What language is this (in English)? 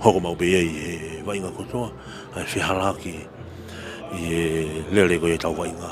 Tongan